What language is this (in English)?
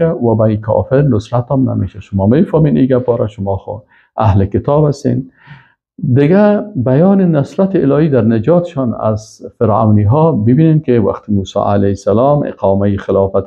Persian